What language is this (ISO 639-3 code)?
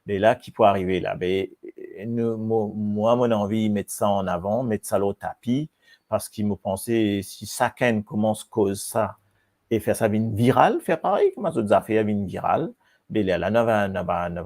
mfe